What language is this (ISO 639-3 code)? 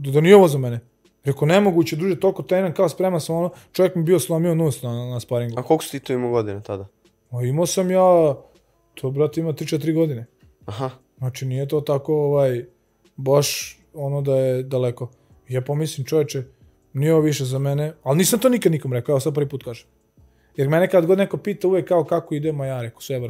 srp